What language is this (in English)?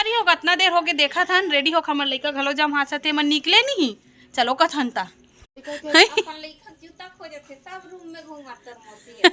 Chhattisgarhi